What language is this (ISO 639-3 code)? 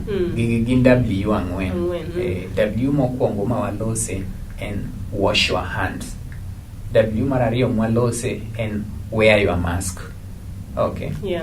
luo